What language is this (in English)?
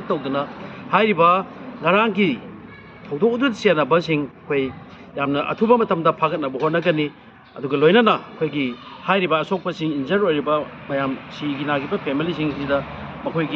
Manipuri